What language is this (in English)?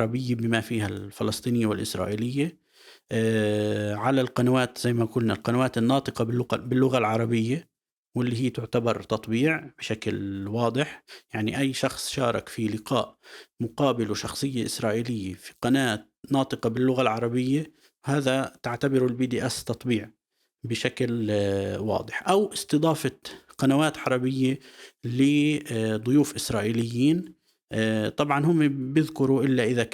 North Levantine Arabic